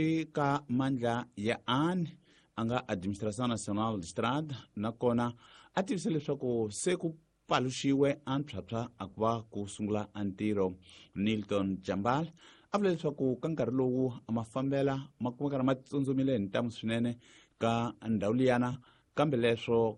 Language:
Tsonga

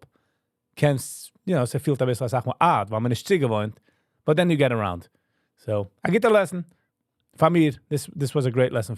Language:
Yiddish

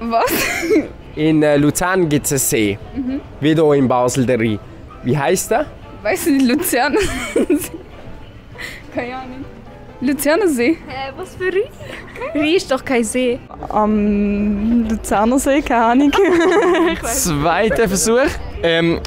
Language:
Swiss German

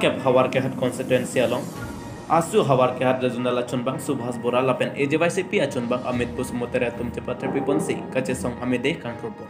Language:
Karbi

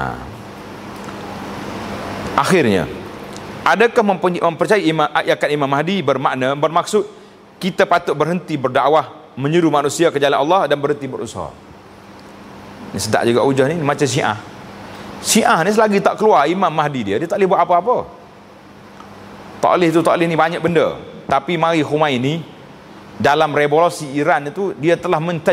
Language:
Malay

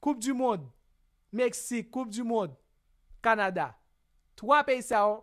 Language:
Haitian Creole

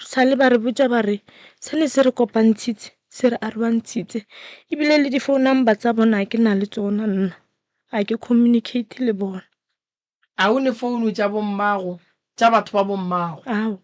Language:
Northern Sotho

